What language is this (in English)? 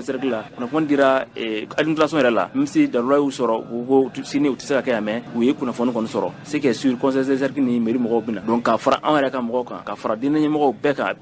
Bambara